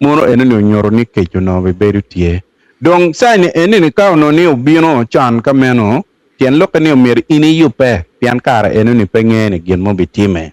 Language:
Acoli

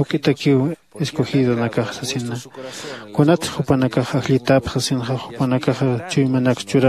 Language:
Aymara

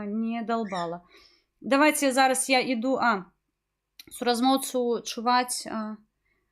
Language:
Belarusian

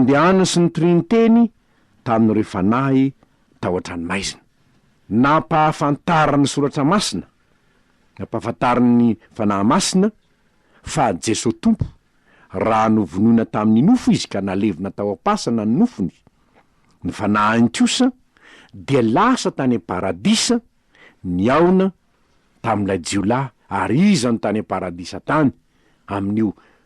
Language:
Malagasy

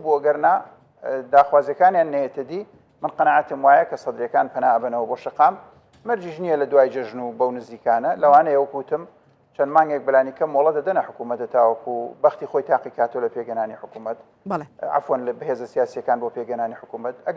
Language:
Central Kurdish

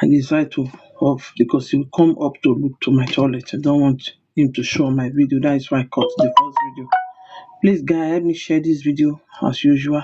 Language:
Nigerian Pidgin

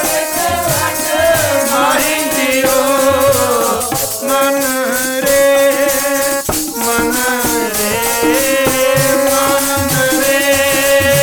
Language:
Punjabi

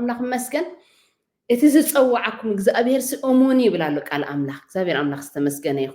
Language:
Tigrinya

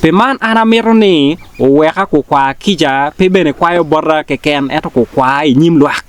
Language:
Acoli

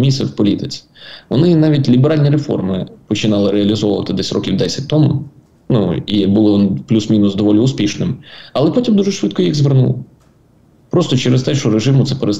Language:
Ukrainian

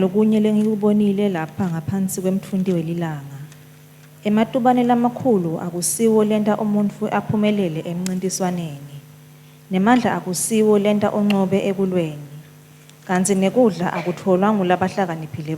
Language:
Swati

